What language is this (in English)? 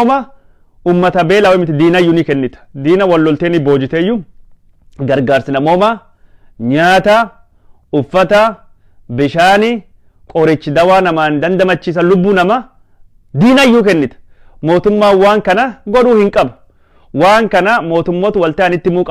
Oromo